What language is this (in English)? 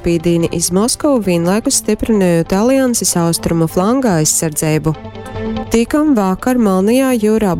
Latgalian